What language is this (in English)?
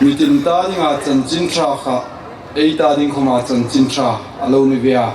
Hmar